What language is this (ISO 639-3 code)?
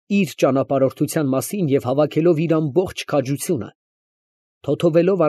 hye